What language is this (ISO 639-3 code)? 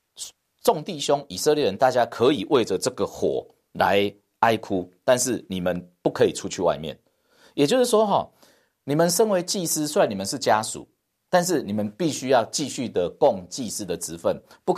zho